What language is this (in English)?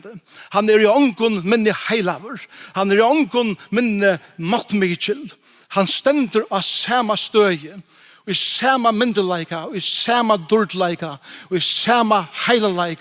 Faroese